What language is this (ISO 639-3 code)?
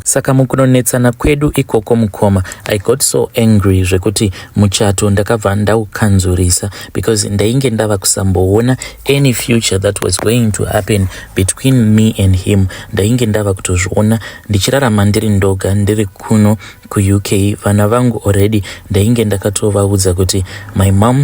sna